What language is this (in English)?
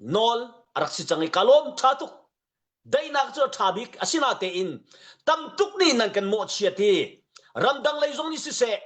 Hakha Chin